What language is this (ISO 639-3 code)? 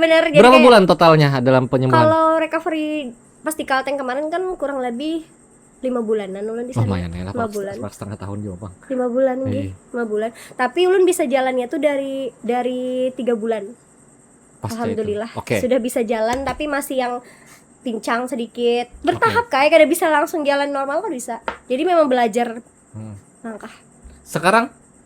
bjn